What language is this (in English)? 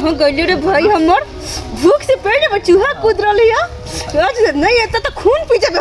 Maithili